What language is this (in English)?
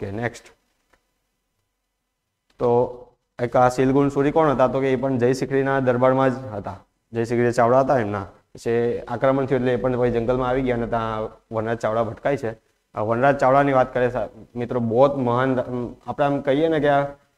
Gujarati